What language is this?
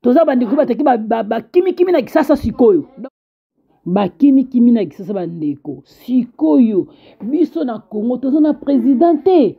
Lingala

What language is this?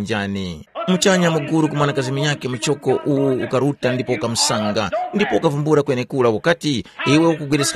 Tumbuka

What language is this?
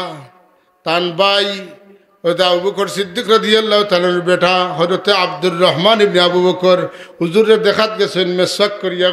Sylheti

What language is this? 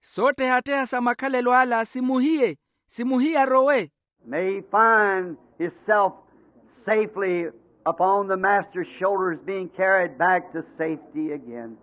Makhuwa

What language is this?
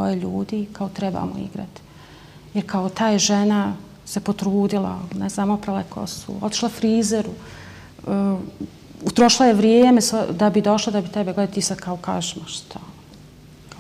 Bosnian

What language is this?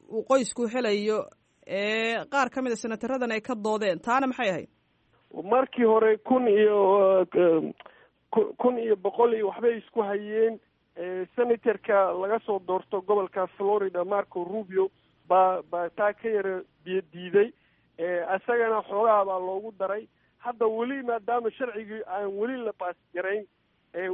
Somali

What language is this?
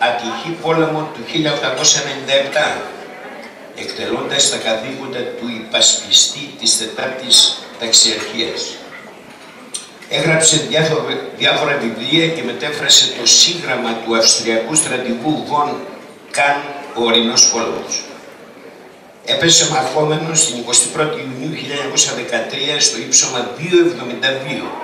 Greek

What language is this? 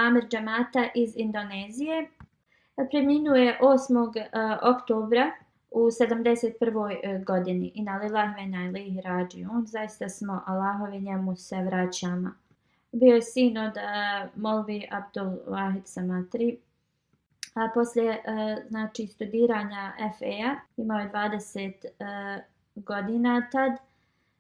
Bosnian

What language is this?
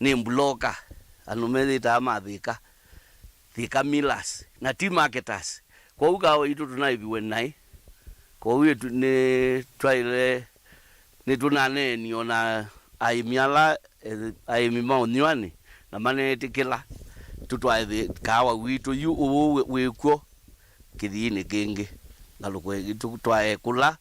Kamba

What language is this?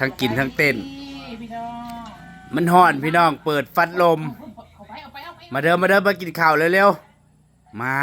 Northeastern Thai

